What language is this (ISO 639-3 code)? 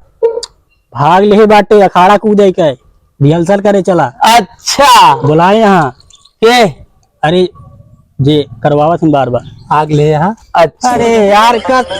awa